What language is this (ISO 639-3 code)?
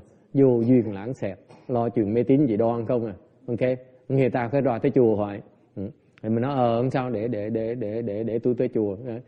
vie